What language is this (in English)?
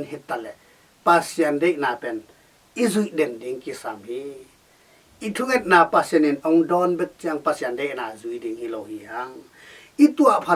Tedim Chin